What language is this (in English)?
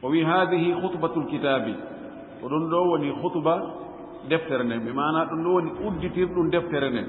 Fula